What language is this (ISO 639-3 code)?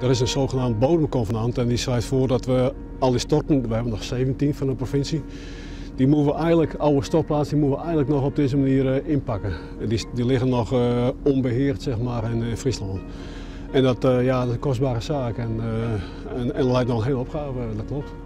fry